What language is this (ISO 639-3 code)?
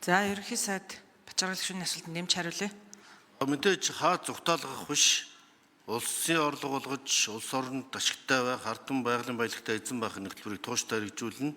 mon